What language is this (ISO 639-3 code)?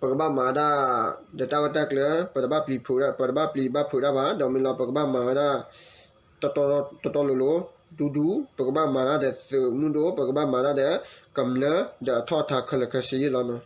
ksw